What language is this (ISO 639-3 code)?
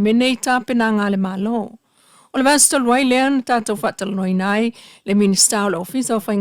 smo